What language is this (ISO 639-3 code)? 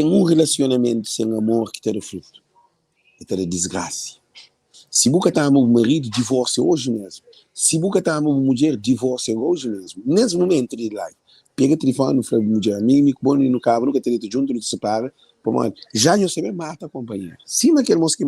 kea